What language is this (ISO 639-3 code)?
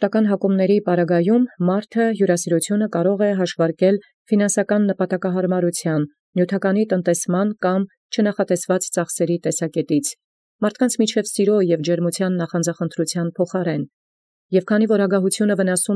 hye